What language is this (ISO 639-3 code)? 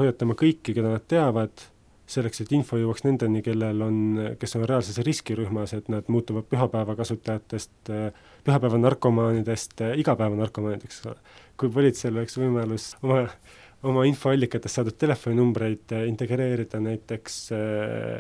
est